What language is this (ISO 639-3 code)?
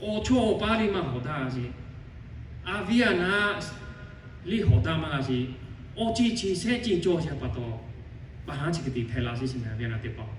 lhu